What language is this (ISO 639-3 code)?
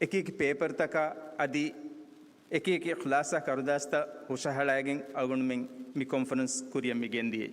div